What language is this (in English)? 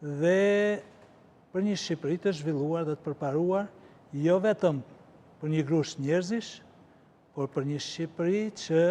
Albanian